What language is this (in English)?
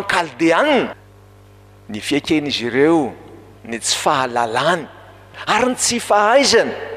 Malagasy